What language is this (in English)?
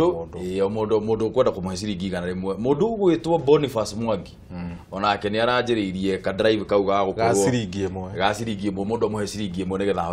Kikuyu